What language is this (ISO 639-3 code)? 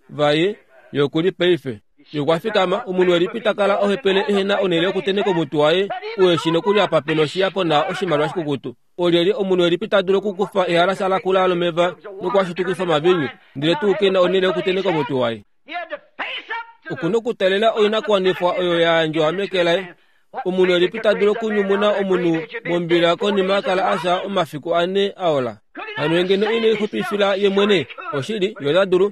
kua